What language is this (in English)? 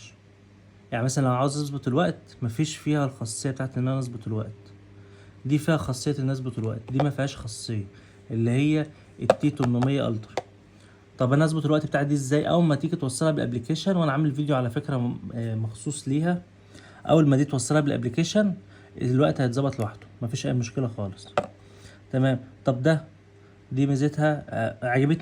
Egyptian Arabic